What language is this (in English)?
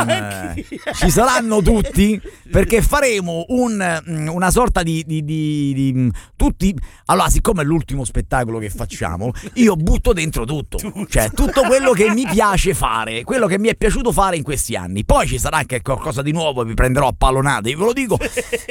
Italian